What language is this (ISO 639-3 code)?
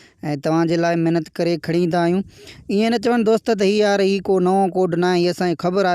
snd